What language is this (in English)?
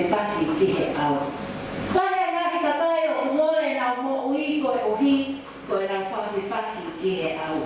Tongan